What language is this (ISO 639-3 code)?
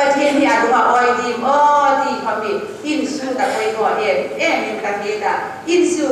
hmr